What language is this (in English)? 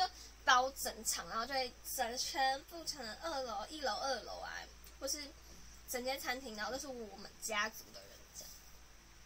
Chinese